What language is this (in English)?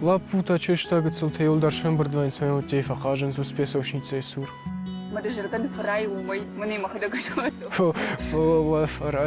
Ossetic